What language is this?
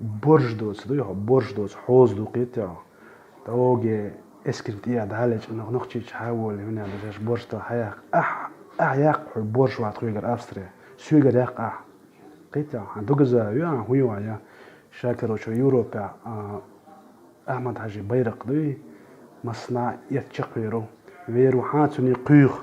Chechen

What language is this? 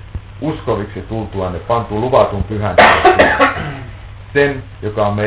Finnish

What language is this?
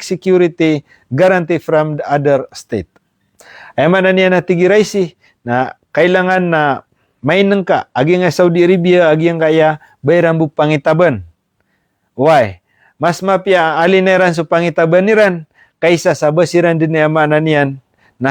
Maranao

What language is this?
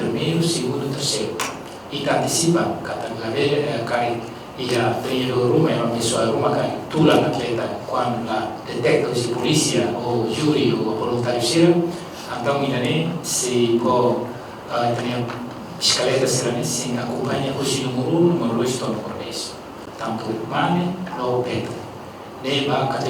Tetum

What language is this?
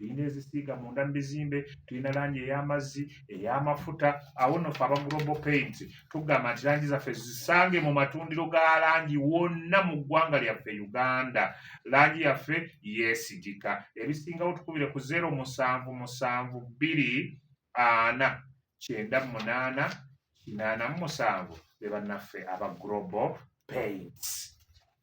Ganda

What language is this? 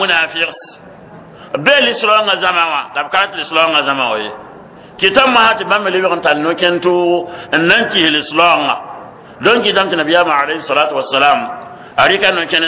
Mossi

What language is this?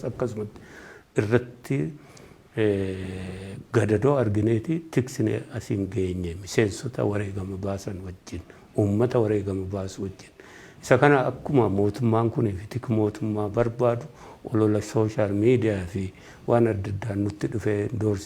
Oromo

